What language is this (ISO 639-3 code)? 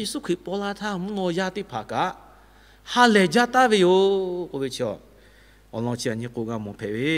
lhu